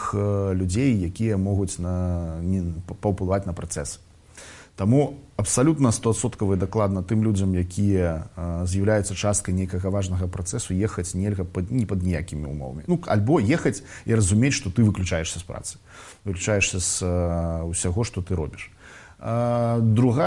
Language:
Belarusian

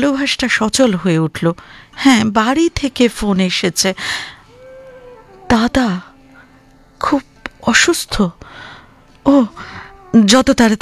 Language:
Bangla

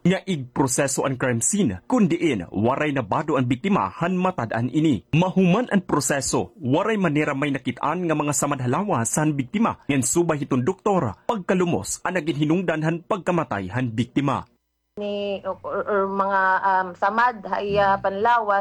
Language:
Waray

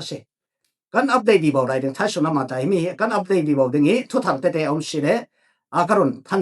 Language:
Falam Chin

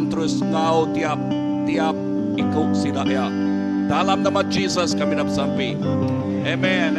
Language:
Iban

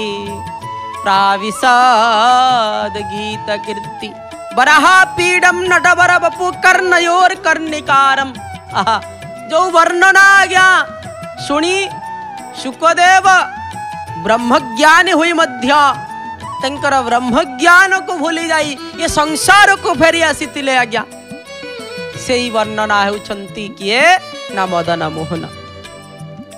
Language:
Odia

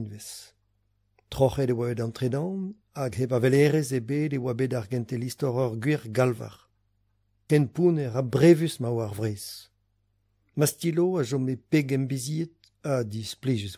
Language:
Breton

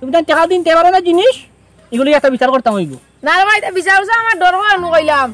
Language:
Sylheti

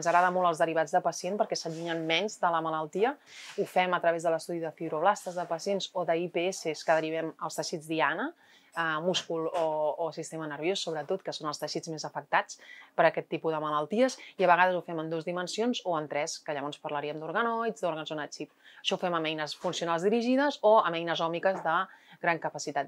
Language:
Catalan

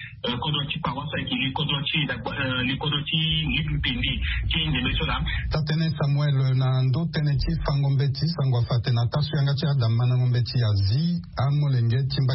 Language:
Sango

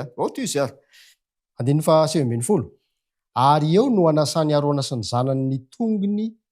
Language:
Malagasy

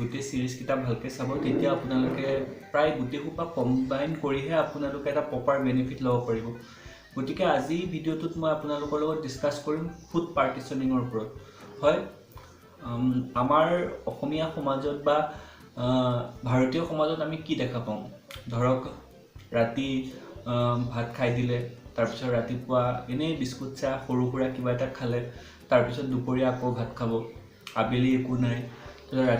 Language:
Assamese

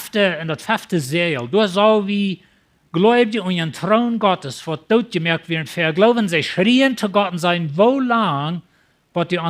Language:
Plautdietsch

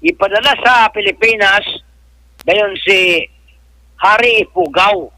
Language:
Cebuano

